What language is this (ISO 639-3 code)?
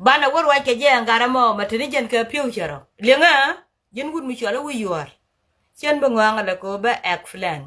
nus